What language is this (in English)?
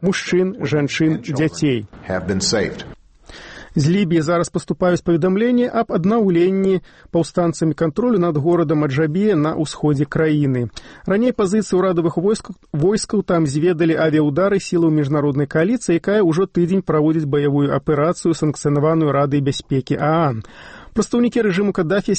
Belarusian